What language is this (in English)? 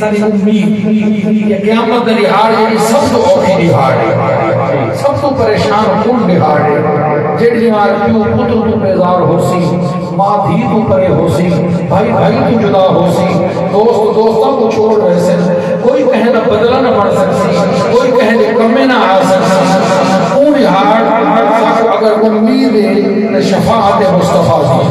Saraiki